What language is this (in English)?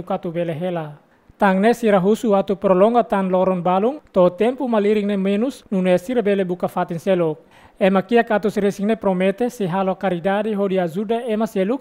Tetum